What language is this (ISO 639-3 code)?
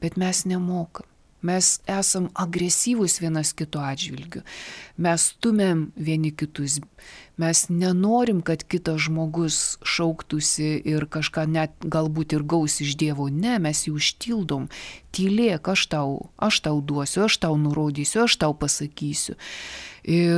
lit